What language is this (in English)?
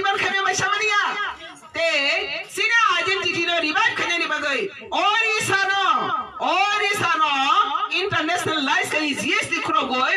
Kok Borok